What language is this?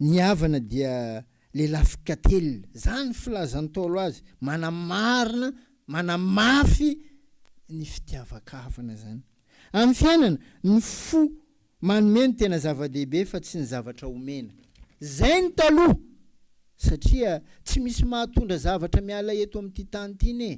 Malagasy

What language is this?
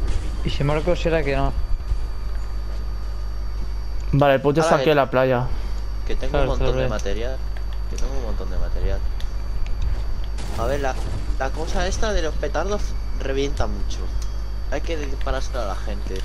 Spanish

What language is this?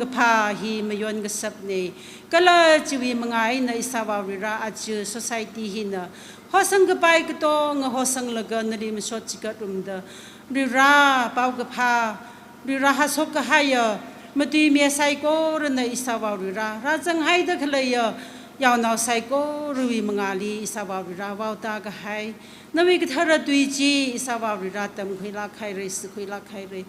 Tangkhul Naga (India)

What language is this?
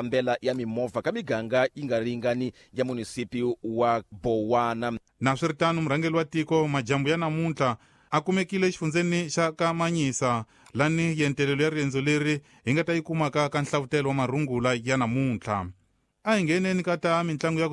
Tsonga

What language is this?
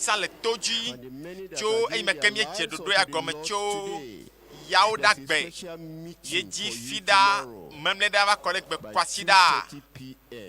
Ewe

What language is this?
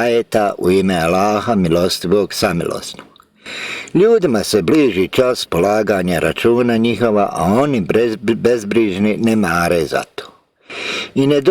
Bosnian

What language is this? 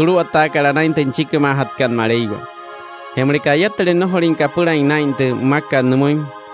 Wayuu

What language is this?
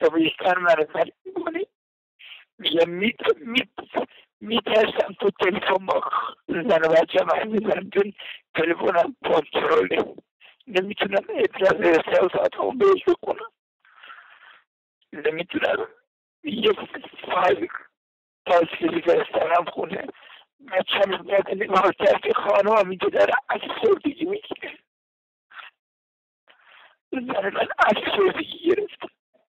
Persian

